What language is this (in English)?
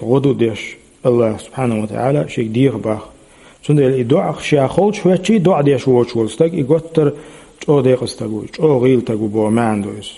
Chechen